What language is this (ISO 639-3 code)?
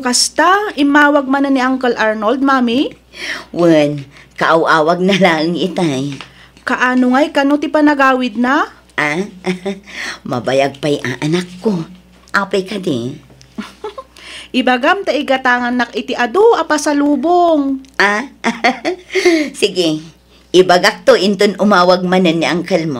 ilo